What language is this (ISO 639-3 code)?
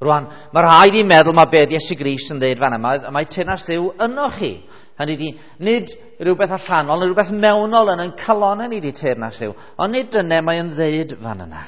cym